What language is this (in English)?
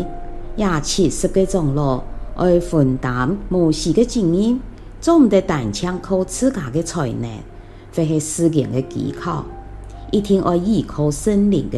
Hakka Chinese